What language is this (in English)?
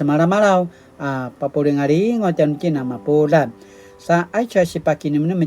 Paiwan